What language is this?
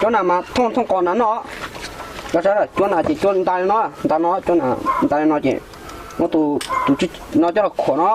Hmong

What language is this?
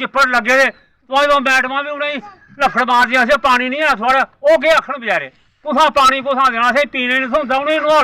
Dogri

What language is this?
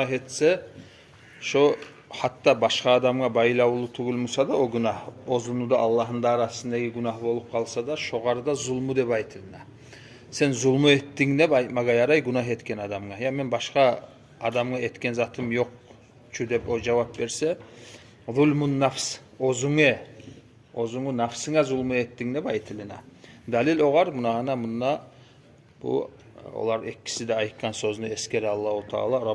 Kumyk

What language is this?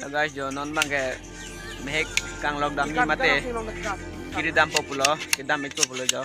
Karbi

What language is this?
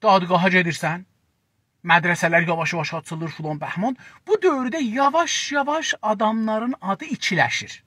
South Azerbaijani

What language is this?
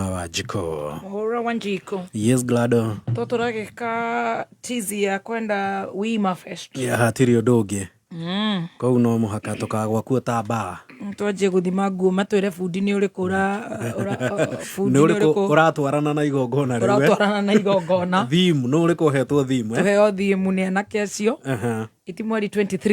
Kikuyu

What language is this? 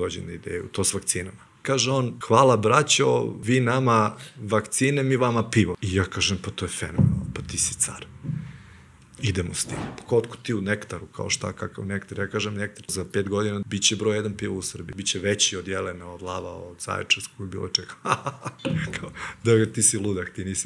Serbian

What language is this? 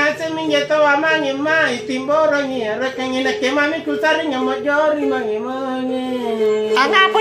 Makasar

